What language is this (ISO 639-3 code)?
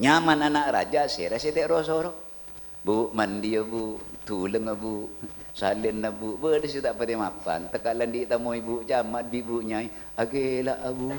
mad